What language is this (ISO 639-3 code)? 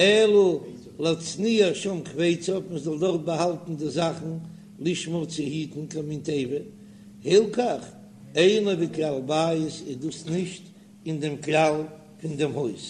yid